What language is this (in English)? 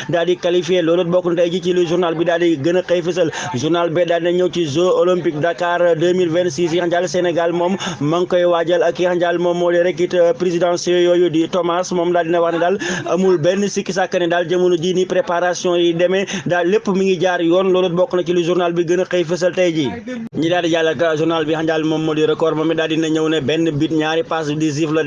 Wolof